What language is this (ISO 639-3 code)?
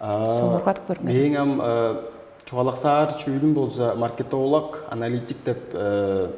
tyv